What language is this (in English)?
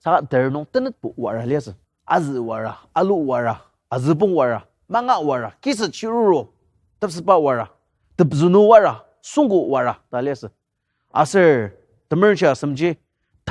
Ao Naga